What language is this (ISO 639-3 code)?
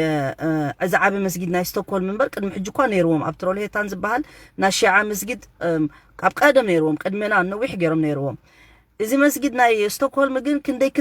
tir